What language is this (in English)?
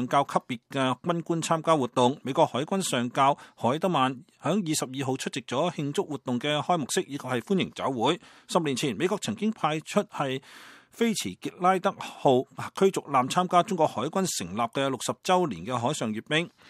Cantonese